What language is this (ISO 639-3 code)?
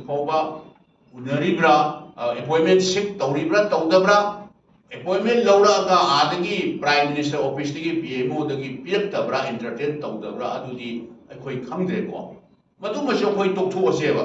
mni